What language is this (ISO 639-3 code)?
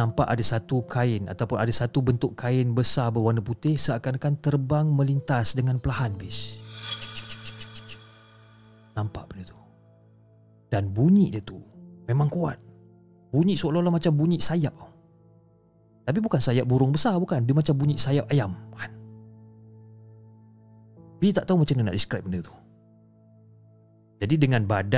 msa